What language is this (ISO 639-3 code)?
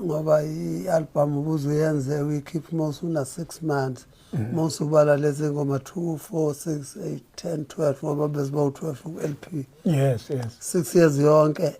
zul